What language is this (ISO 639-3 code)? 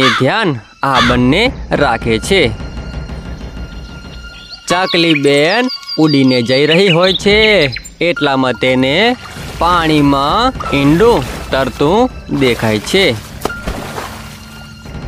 guj